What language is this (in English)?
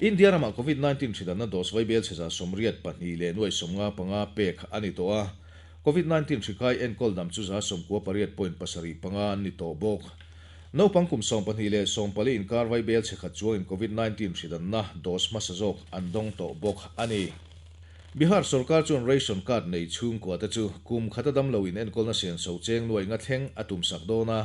Mizo